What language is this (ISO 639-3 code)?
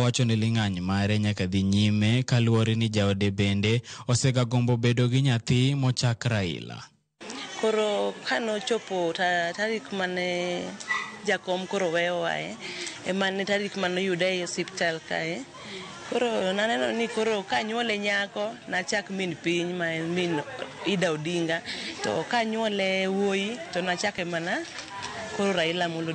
luo